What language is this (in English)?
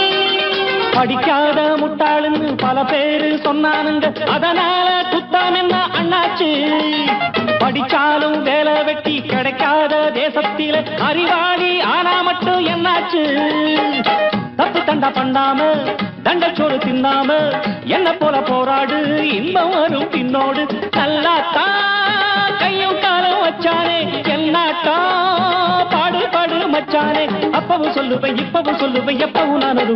Tamil